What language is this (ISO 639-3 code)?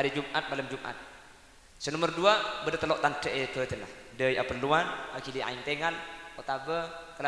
mad